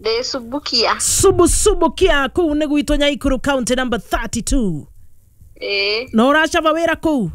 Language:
Kikuyu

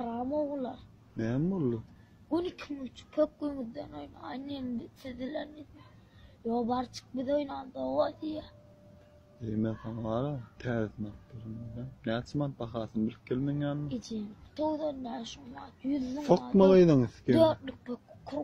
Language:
Turkmen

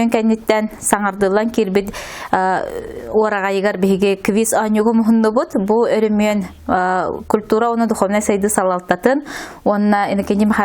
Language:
Yakut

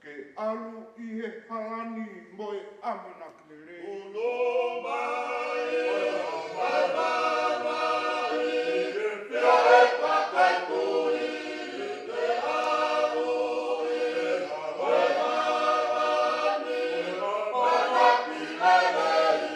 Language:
Tongan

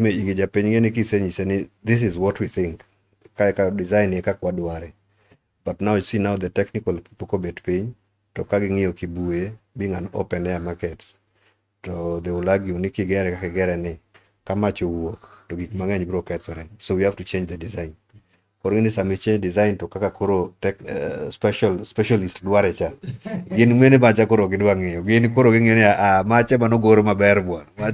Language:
Luo (Kenya and Tanzania)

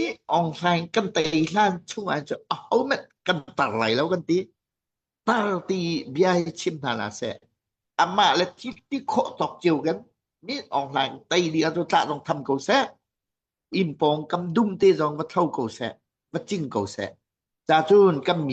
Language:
Hakha Chin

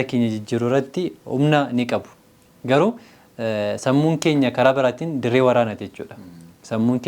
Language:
Oromo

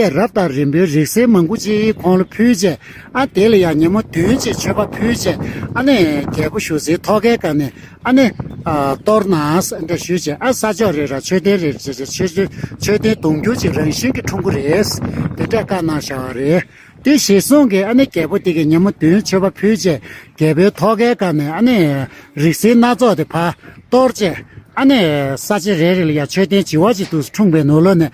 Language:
Tibetan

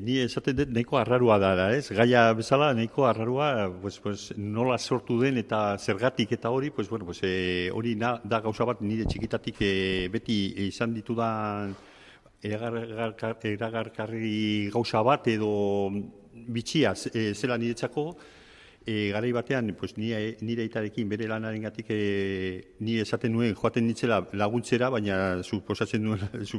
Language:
Basque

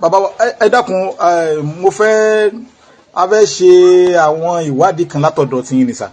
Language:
Yoruba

